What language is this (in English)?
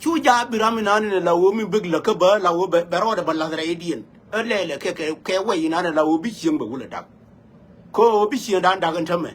Nuer